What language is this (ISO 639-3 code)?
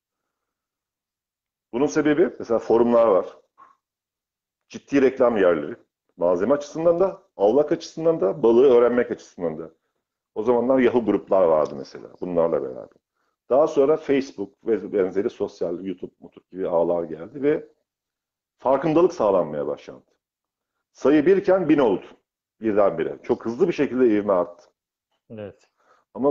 tur